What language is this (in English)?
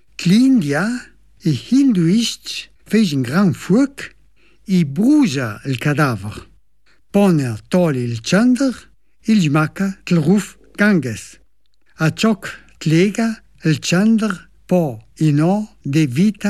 Italian